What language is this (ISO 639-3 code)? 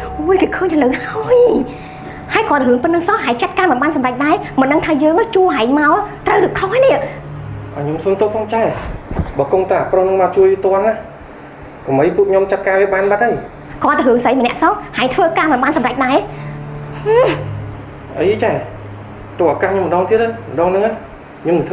khm